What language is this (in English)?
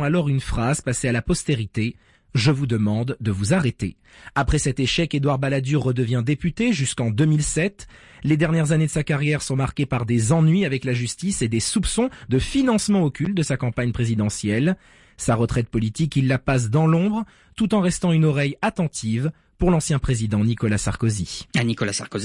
French